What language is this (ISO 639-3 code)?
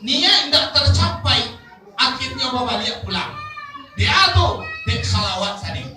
min